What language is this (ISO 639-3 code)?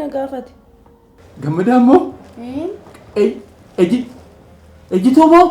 orm